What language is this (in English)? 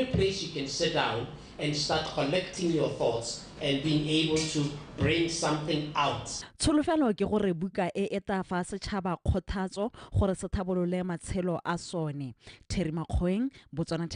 Tswana